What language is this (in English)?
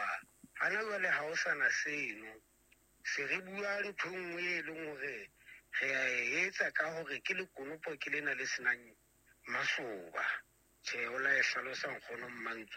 Southern Sotho